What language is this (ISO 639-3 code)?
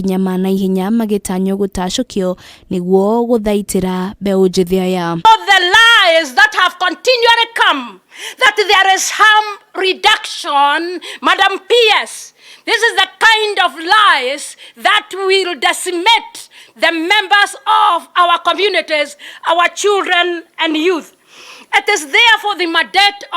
kik